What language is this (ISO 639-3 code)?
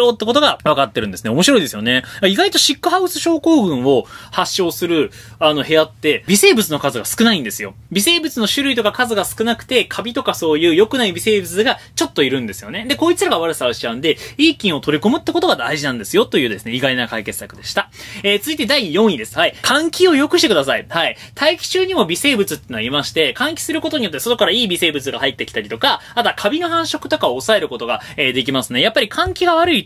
jpn